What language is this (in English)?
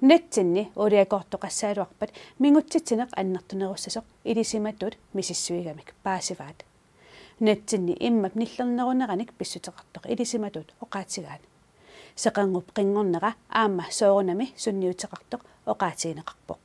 Kalaallisut